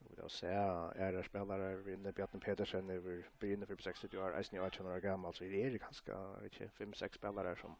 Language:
Faroese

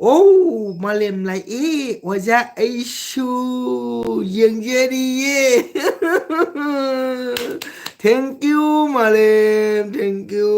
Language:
Manipuri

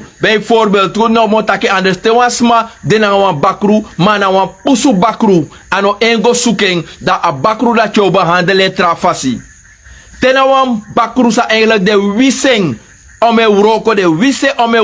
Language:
Sranan Tongo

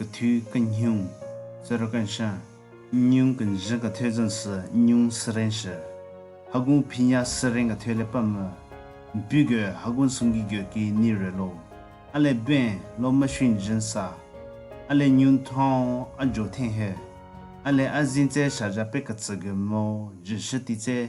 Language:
Southern Rengma Naga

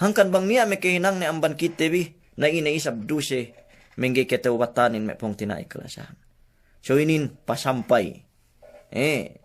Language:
Yakan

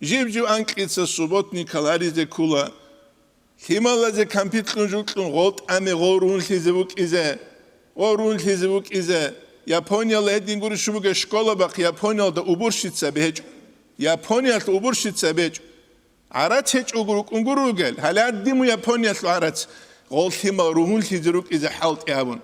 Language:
Avaric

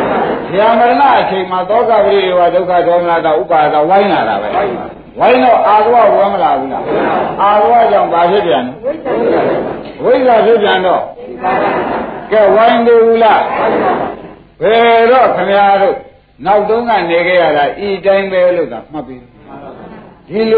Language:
Burmese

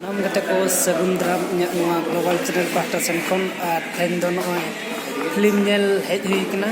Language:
Santali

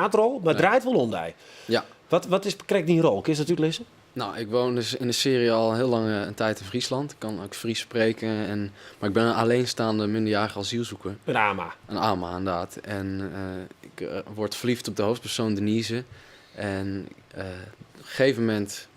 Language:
Western Frisian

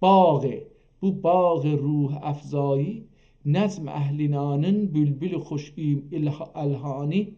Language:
South Azerbaijani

